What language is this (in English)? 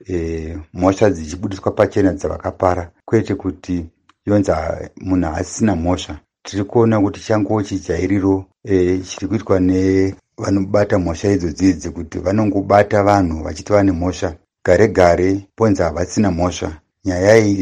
Shona